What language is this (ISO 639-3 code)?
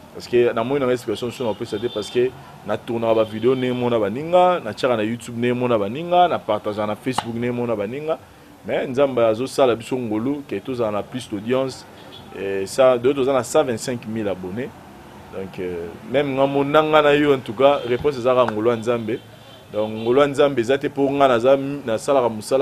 lin